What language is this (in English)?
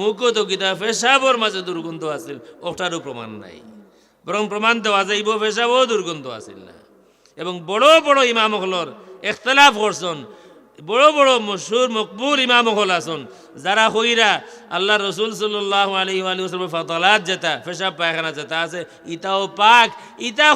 Sylheti